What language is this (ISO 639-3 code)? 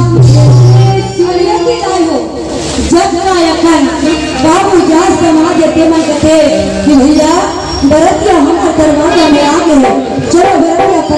hne